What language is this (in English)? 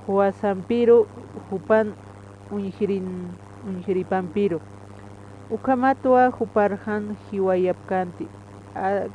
Aymara